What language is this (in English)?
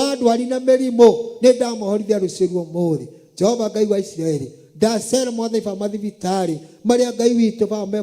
Kikuyu